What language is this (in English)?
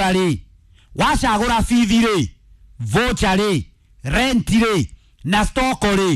Kikuyu